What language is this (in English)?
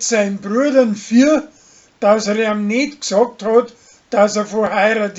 Bavarian